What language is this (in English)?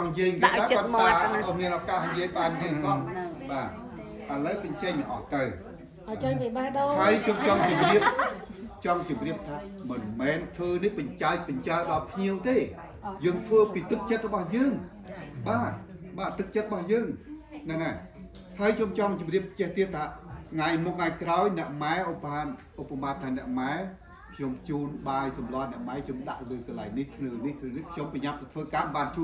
Khmer